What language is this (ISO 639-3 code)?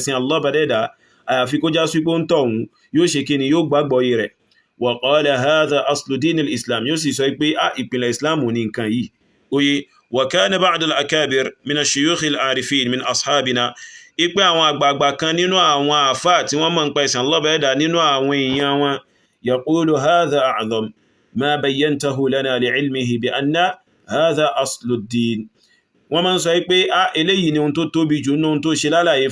yor